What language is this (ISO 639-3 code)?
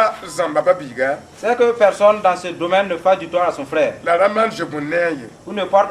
mos